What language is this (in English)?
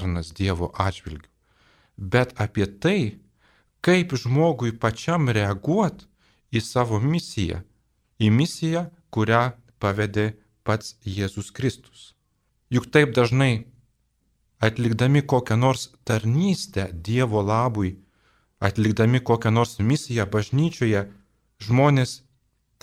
Lithuanian